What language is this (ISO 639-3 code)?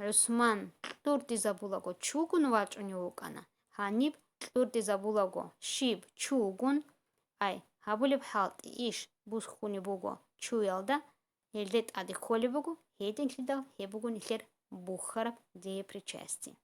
ava